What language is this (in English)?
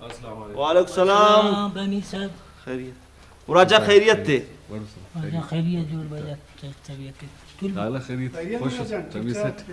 Brahui